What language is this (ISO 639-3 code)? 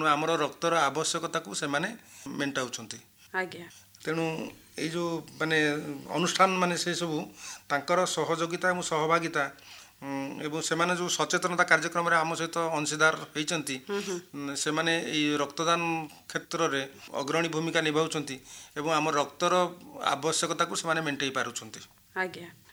ori